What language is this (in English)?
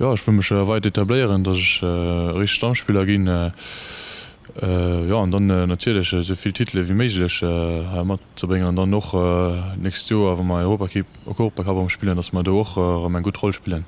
Luxembourgish